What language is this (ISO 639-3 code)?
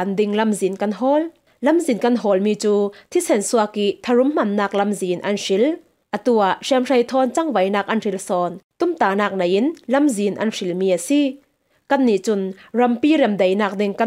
cfm